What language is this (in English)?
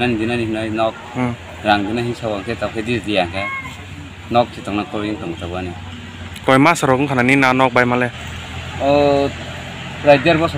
Kok Borok